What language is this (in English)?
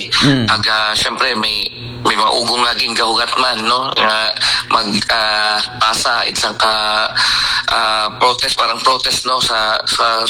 Aklanon